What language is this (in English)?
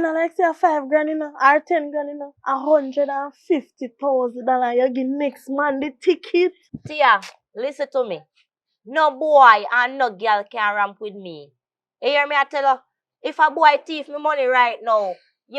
Jamaican Creole English